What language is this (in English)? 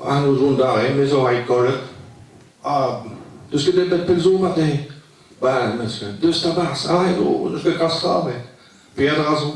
Breton